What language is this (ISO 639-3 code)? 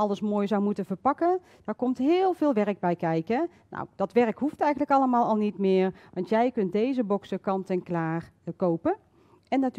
nld